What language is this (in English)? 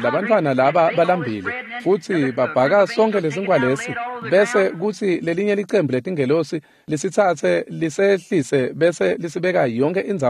Swati